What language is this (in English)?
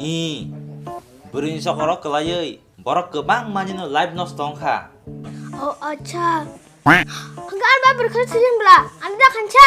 Kok Borok